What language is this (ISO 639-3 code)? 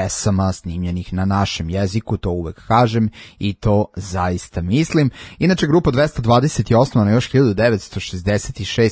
srp